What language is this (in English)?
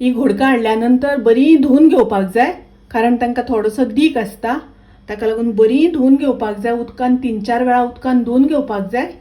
Konkani